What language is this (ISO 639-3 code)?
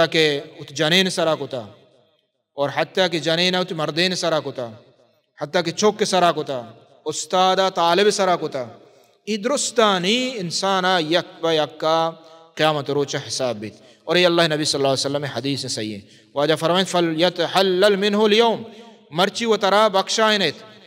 bal